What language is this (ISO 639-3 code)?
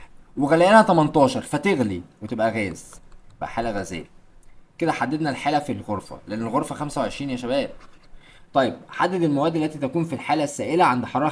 arz